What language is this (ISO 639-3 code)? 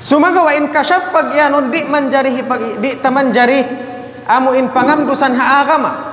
tsg